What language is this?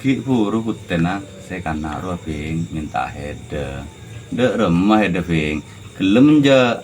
Madurese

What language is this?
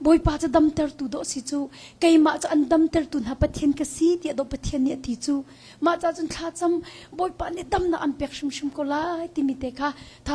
Hakha Chin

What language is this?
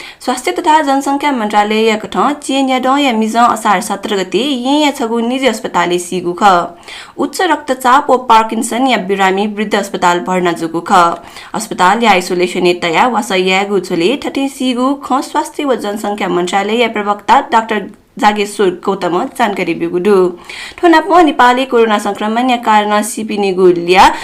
Newari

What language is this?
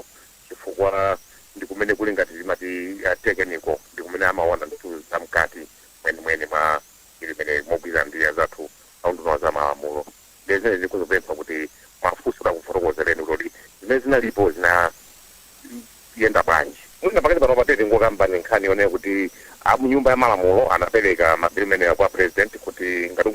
Nyanja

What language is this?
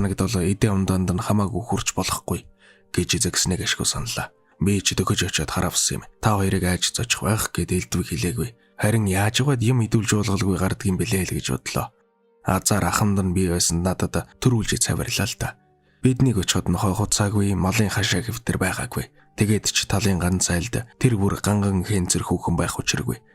Mongolian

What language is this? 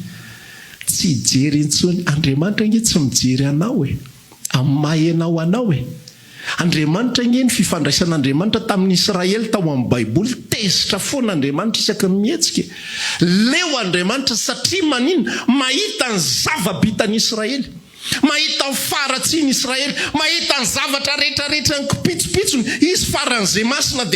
Malagasy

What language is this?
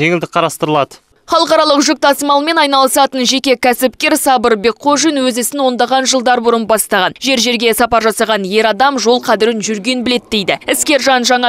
Kazakh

